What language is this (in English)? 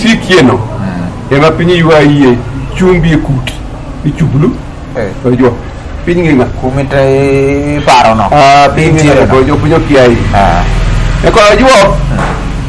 Luo (Kenya and Tanzania)